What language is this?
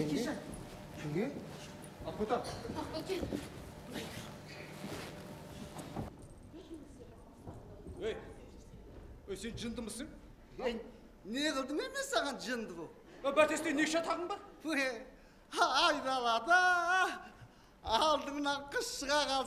Kazakh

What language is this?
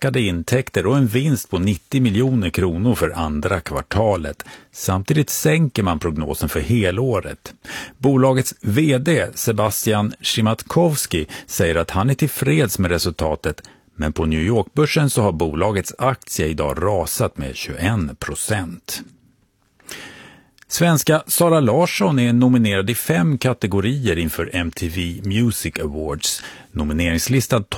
Swedish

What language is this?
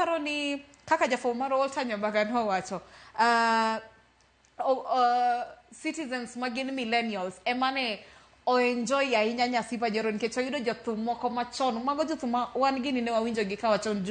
Luo (Kenya and Tanzania)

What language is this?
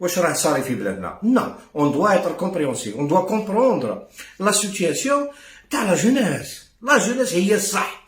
Algerian Arabic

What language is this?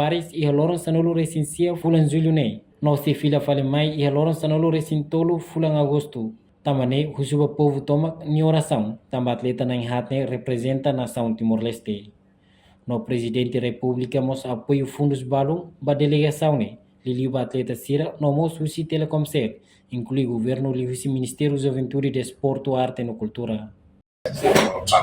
Tetum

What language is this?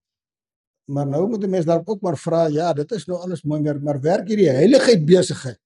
Afrikaans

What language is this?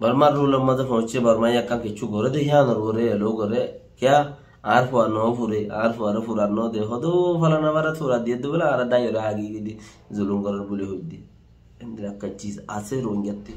Rohingya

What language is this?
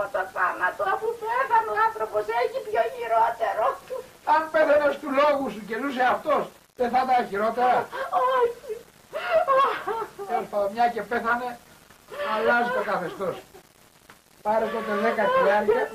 Greek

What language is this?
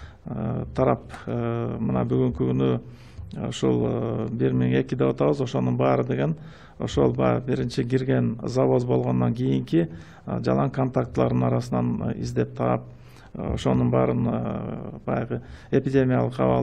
Kyrgyz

